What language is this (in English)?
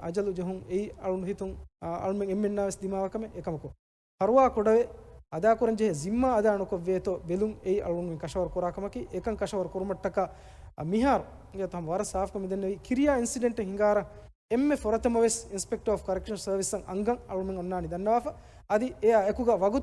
Divehi